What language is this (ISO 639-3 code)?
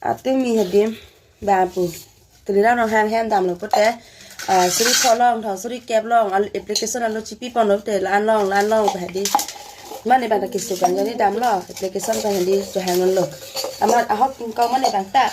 mjw